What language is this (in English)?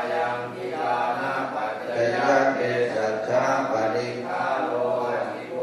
Pali